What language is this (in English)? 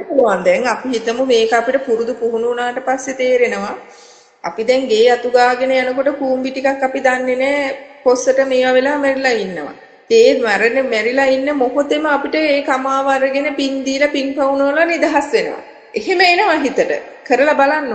Sinhala